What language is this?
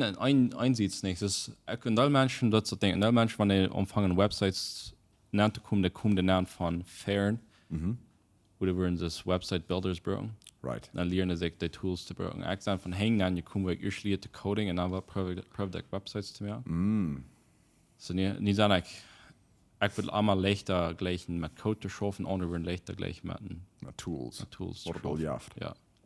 Plautdietsch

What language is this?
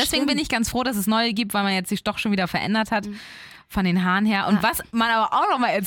German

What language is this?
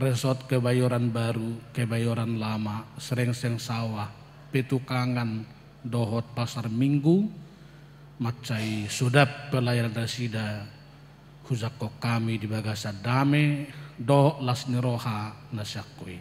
Batak Toba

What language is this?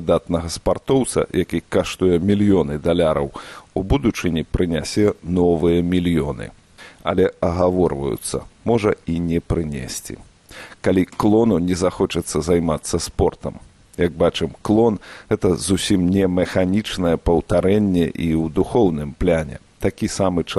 Belarusian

